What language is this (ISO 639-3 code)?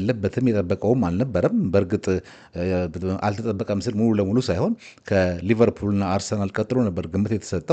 amh